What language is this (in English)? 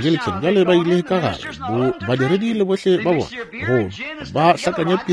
Northern Sotho